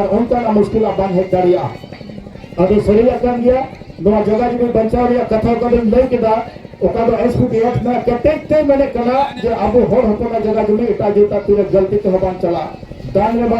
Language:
Santali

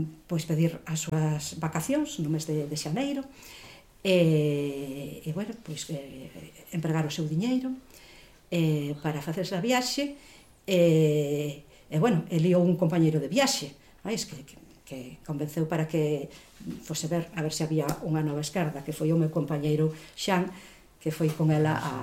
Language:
Galician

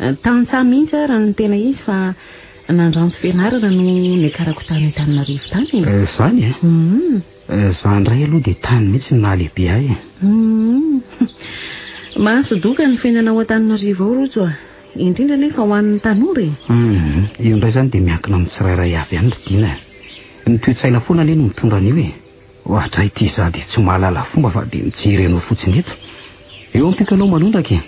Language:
Malagasy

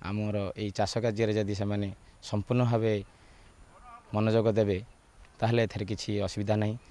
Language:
Odia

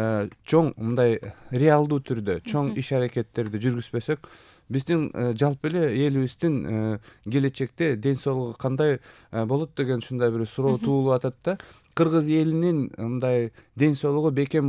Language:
Kyrgyz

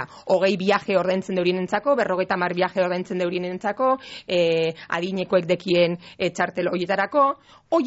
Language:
Basque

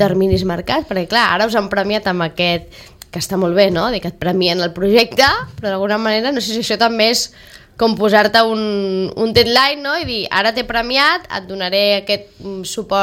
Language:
Catalan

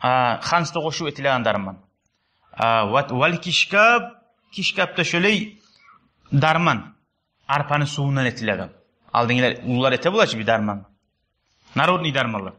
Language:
Kumyk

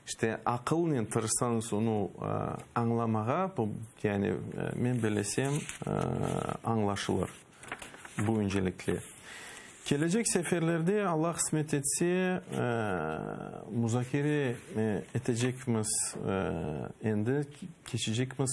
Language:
Crimean Tatar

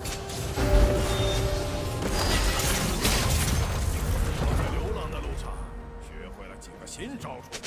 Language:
Chinese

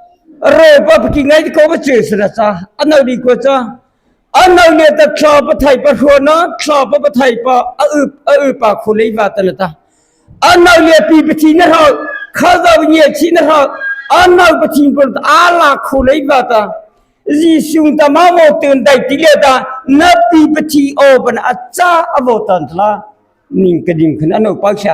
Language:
Mara Chin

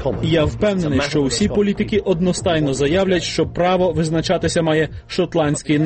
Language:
Ukrainian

